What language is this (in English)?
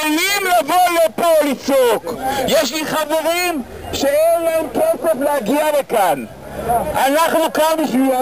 Hebrew